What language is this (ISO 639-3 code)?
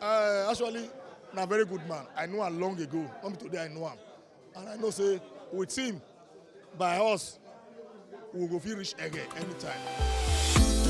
pcm